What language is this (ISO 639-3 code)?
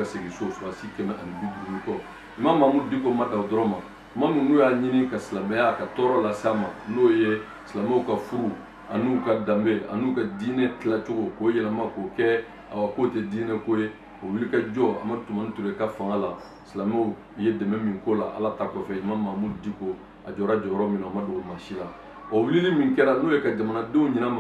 bam